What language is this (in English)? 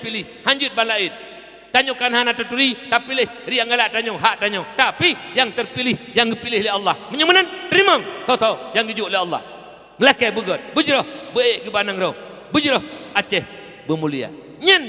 Achinese